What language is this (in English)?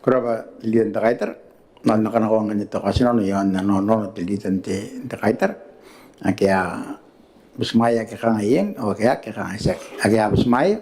Gilbertese